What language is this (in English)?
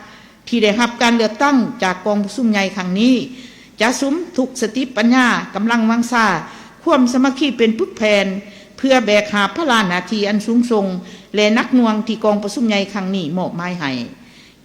Lao